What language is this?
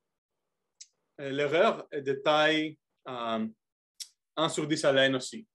French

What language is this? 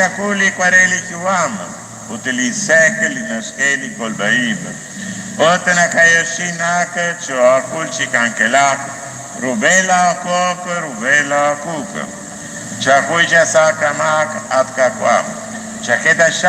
Kekchí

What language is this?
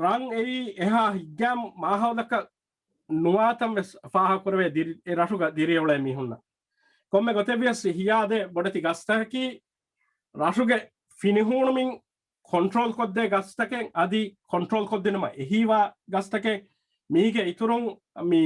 Divehi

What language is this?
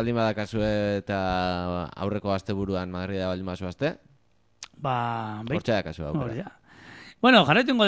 Basque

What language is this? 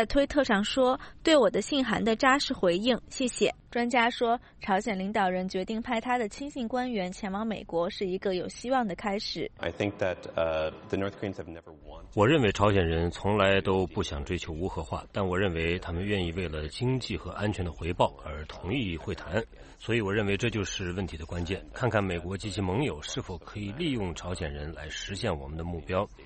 Chinese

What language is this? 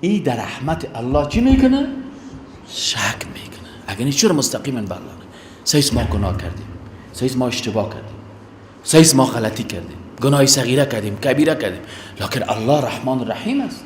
Persian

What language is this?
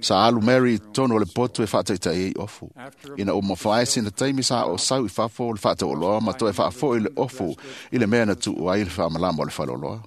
Samoan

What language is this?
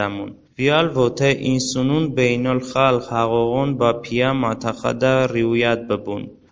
Talysh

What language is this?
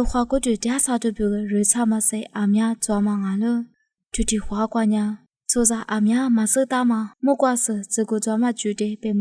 Lisu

